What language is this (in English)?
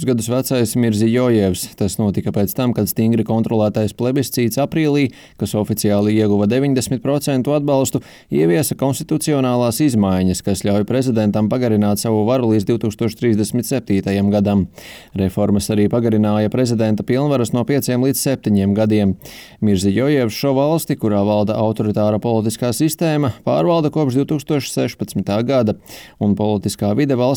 Latvian